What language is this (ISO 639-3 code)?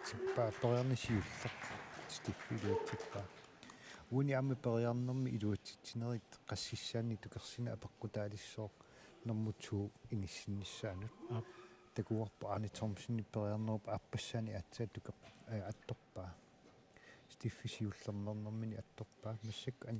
kal